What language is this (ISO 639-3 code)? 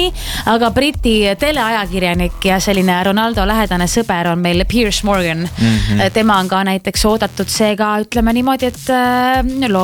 est